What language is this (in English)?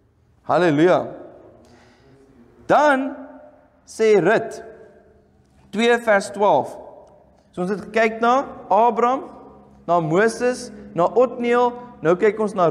Afrikaans